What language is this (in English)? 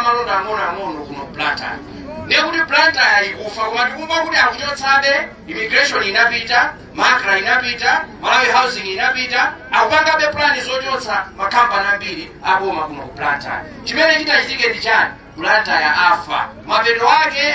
Nyanja